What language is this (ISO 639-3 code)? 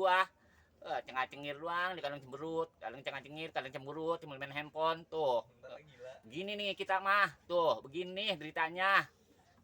bew